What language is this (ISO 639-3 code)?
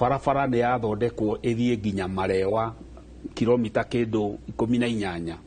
kik